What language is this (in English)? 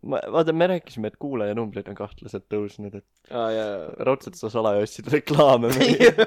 Estonian